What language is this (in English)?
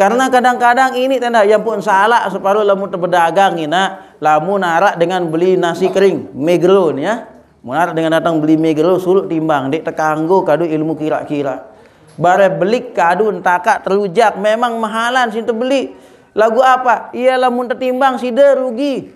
Sasak